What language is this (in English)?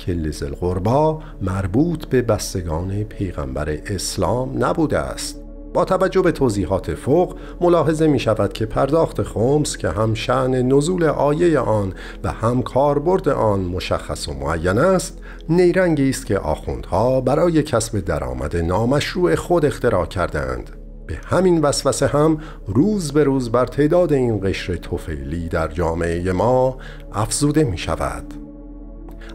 Persian